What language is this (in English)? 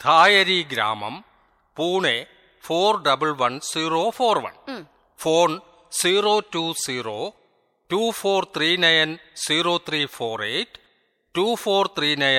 Malayalam